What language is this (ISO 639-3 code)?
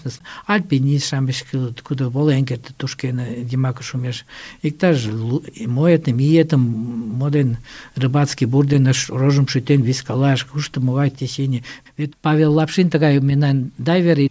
chm